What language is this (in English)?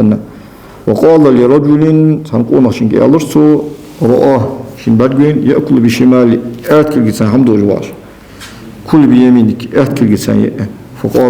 Ingush